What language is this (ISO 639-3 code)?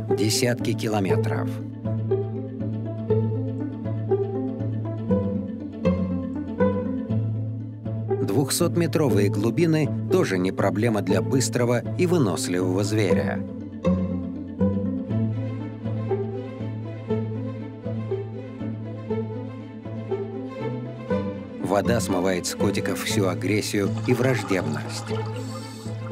rus